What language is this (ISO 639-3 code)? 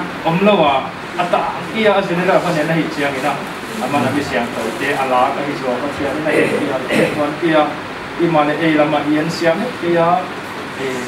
pck